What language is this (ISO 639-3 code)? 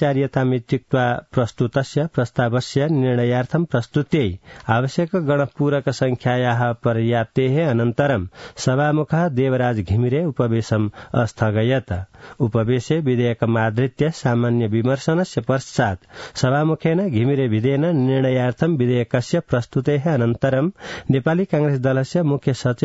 san